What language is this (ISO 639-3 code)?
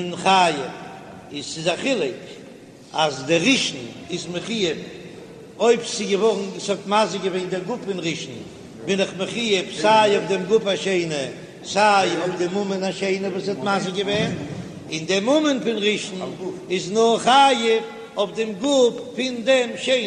yid